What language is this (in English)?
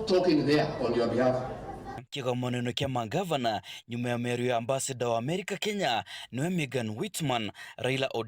Meru